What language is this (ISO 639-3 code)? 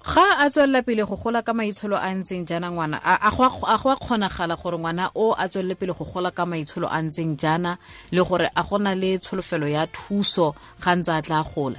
tsn